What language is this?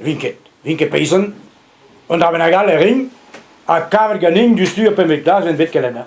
Breton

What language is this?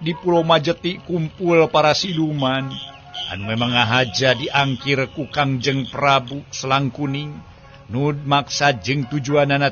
Sundanese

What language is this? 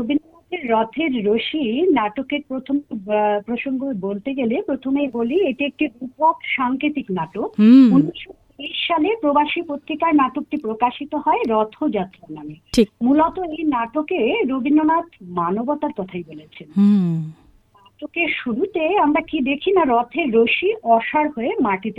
Bangla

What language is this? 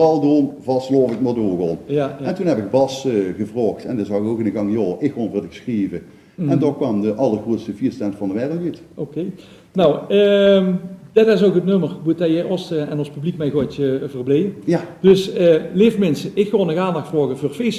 Limburgish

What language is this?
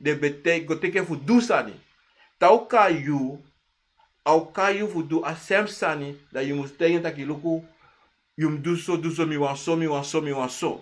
Sranan Tongo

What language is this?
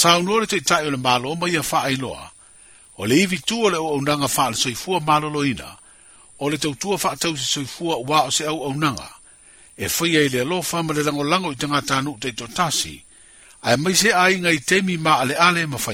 Samoan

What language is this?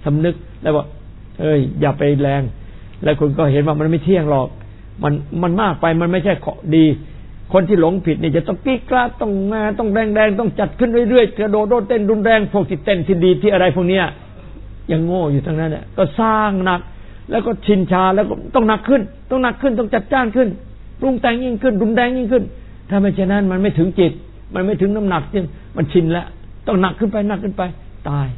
Thai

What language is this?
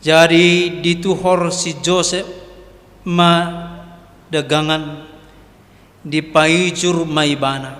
Batak Toba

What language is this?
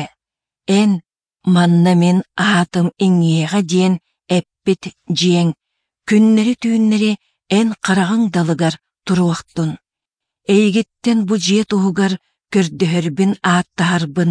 Yakut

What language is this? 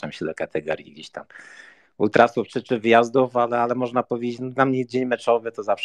Polish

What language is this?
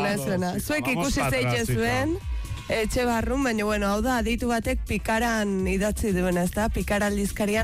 Basque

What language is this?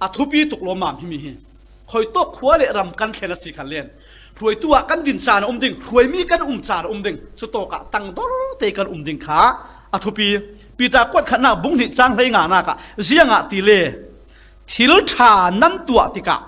Falam Chin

